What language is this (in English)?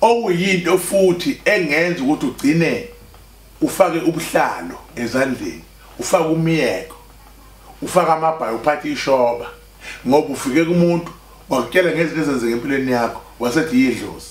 Zulu